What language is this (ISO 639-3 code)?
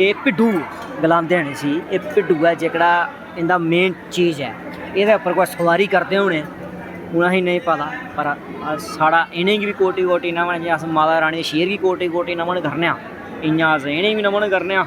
doi